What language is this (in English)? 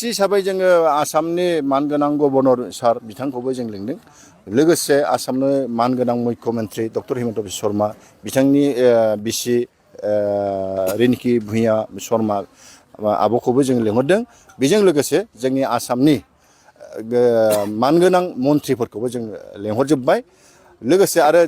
Bodo